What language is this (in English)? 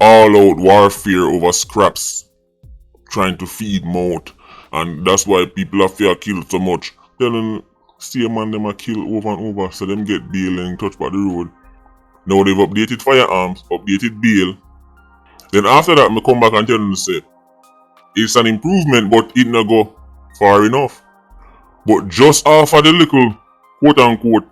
Jamaican Creole English